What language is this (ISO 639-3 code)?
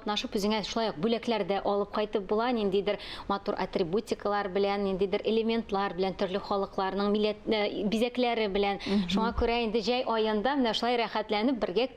tat